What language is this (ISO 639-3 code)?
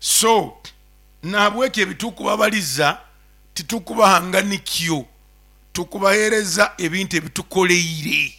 nyo